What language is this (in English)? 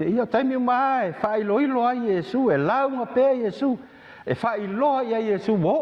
Samoan